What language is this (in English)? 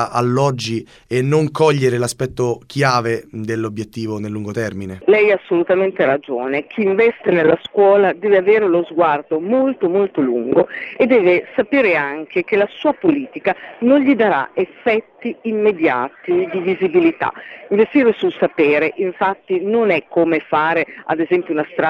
Italian